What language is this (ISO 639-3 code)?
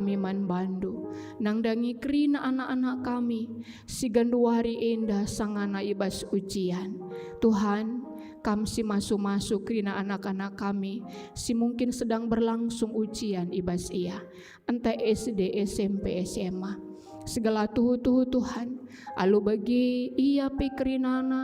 btx